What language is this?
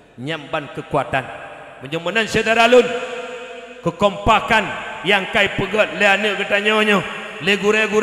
Achinese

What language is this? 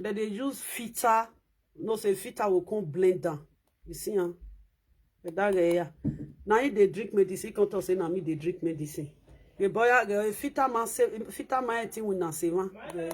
Nigerian Pidgin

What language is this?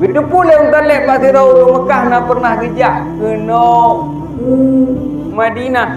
Achinese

